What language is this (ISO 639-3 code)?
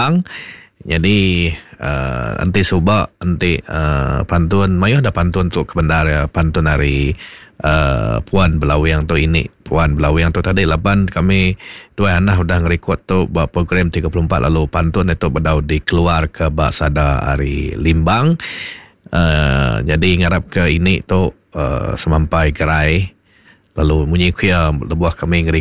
iba